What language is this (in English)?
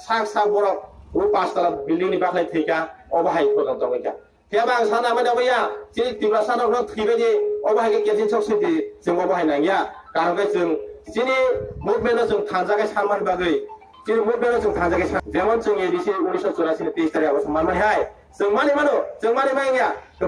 Kok Borok